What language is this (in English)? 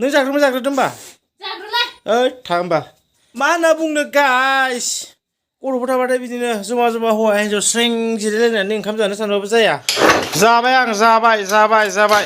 Bodo